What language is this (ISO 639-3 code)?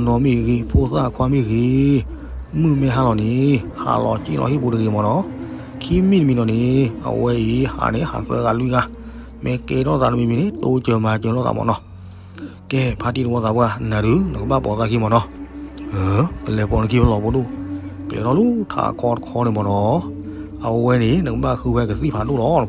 ksw